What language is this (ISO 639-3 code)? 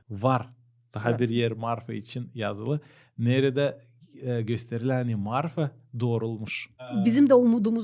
gag